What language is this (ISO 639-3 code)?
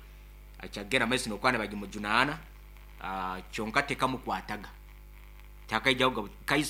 nyo